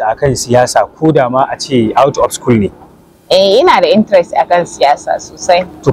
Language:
Hausa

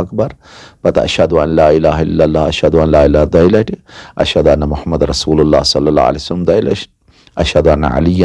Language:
Kashmiri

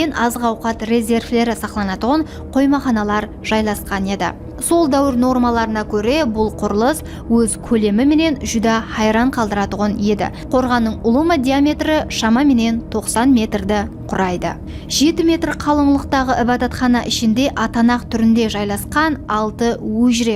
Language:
Kara-Kalpak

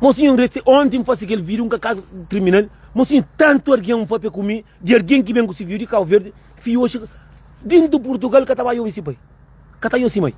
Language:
Kabuverdianu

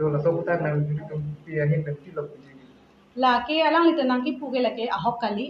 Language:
Karbi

